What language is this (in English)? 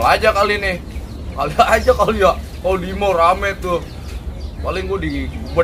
Betawi